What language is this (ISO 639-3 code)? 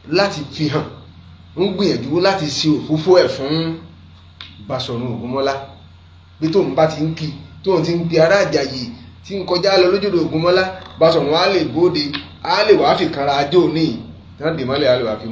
yor